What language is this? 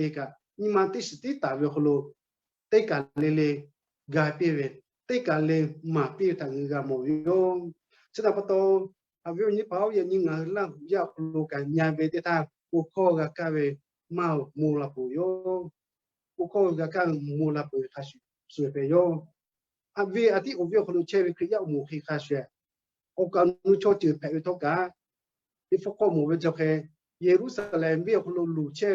Lahu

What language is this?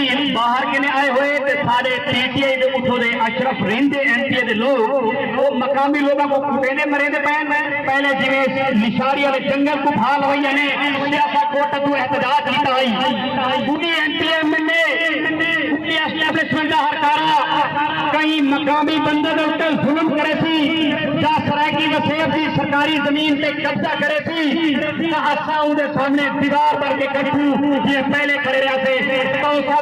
Saraiki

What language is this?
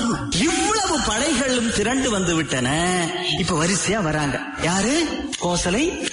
Tamil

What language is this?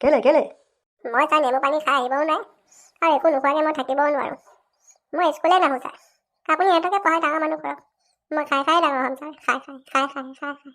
Assamese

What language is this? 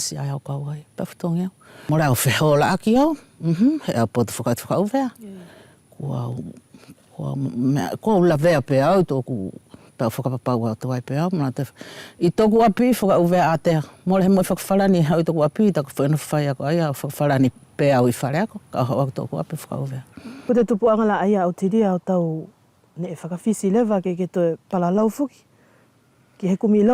Wallisian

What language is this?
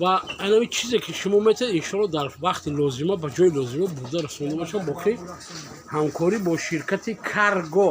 Tajik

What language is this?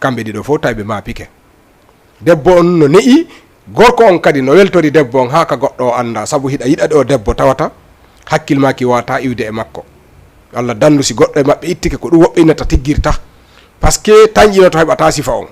Fula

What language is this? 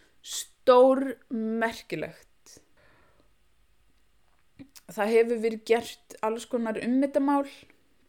Icelandic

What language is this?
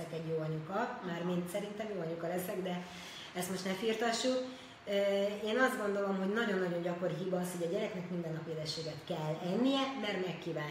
Hungarian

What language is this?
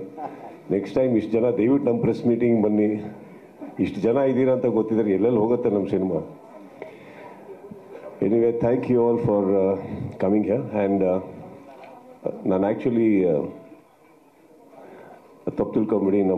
Kannada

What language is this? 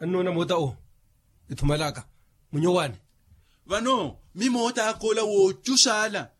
Makhuwa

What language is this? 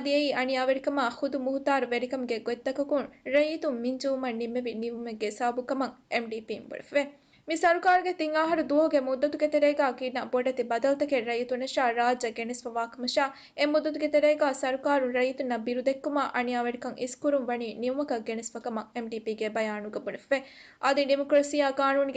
Divehi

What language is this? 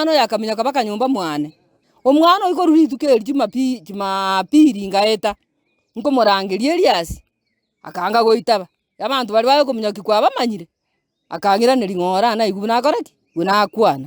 Gusii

